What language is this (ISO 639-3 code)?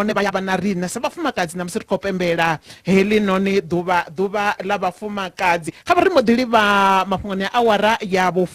ven